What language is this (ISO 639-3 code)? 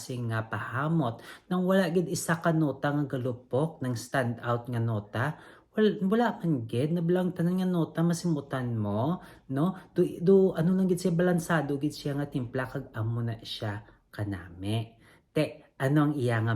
hil